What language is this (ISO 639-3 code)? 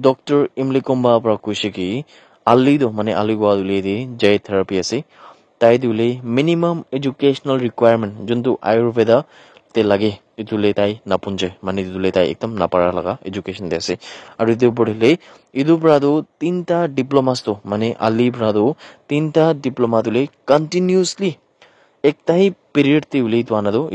nag